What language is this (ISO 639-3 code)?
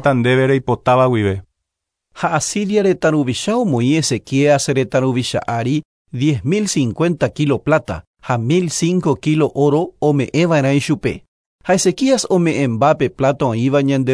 grn